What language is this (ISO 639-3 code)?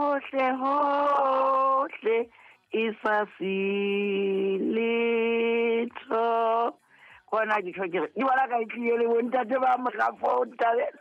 sot